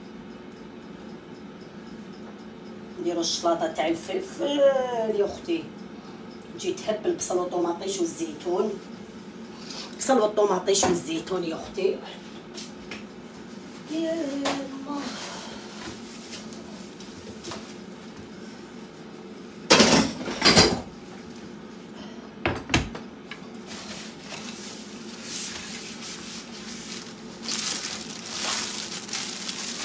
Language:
Algerian Arabic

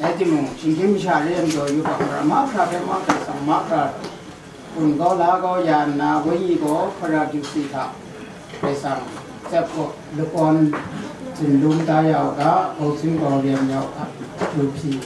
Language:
Kachin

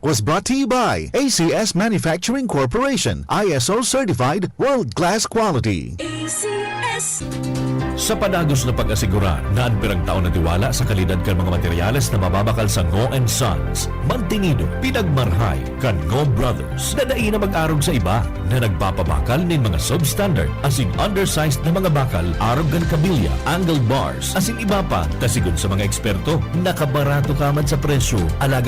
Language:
Bikol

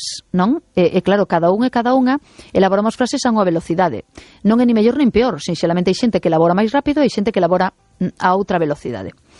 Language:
Galician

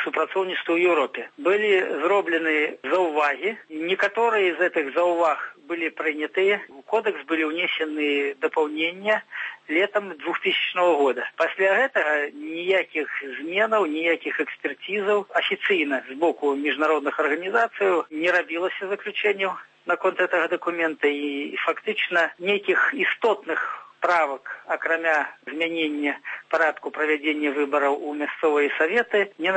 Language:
Belarusian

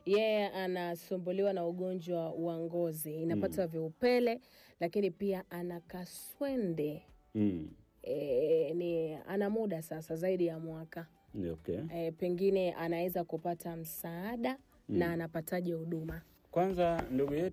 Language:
Swahili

